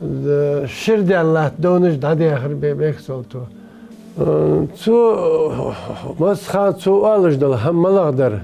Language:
Ingush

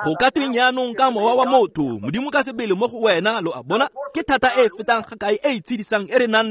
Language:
Tswana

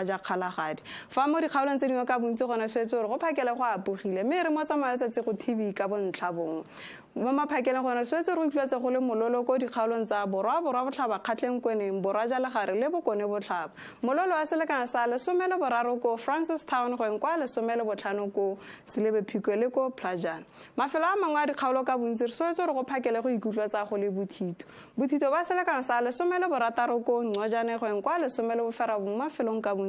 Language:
Tswana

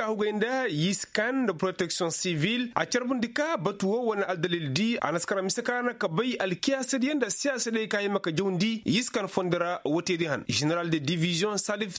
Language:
Koyraboro Senni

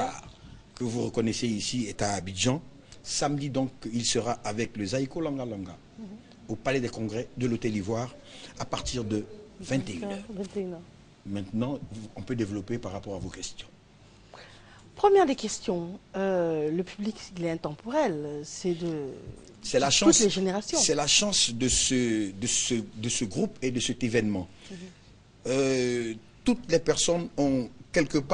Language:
French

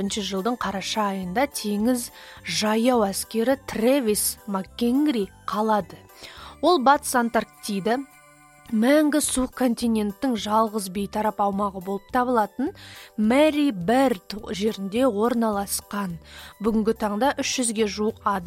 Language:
Kazakh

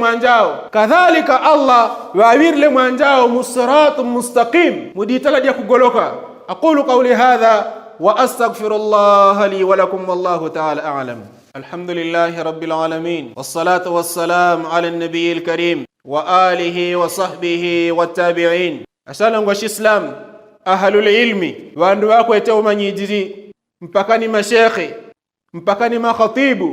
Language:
Yao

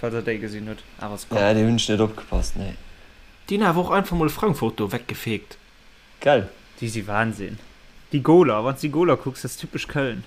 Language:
Luxembourgish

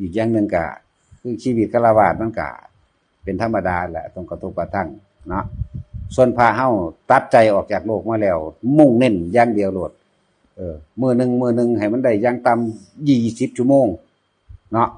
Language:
Northeastern Thai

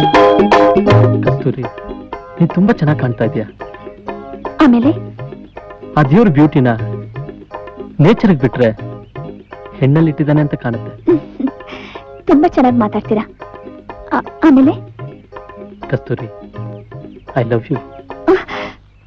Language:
Kannada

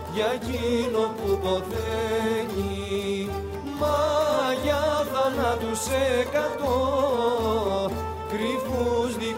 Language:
Greek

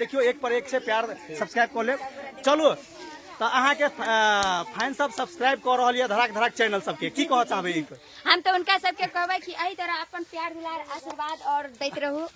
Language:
Maithili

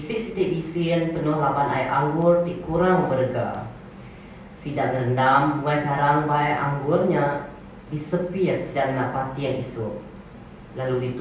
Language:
Iban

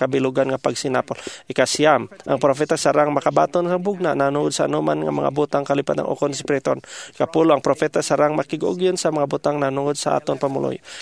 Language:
Hiligaynon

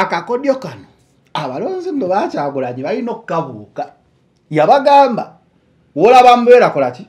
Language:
Ganda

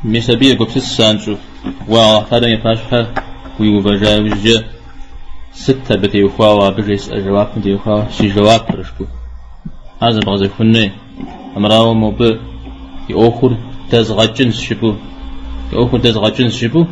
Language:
Kabardian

